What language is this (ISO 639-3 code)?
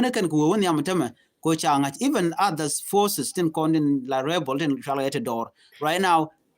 nus